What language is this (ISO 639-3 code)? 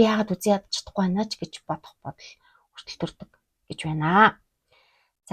mon